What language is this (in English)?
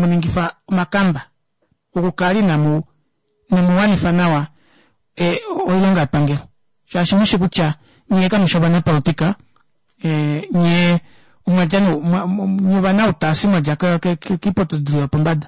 Kuanyama